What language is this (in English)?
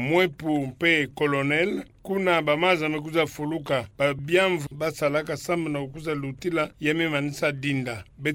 Kituba (Democratic Republic of Congo)